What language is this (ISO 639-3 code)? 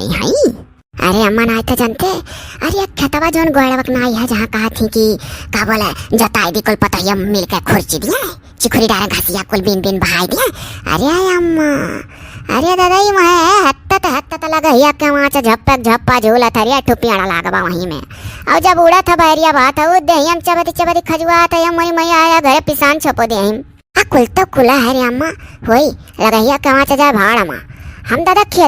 awa